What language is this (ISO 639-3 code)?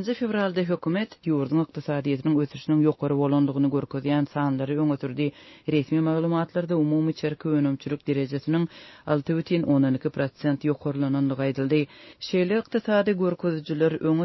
tuk